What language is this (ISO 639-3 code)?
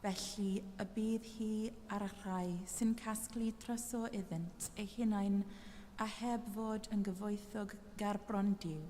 cym